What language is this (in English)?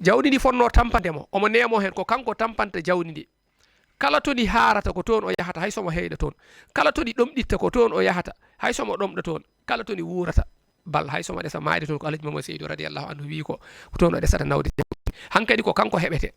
Fula